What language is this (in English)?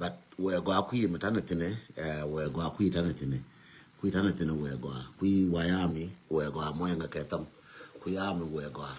Nuer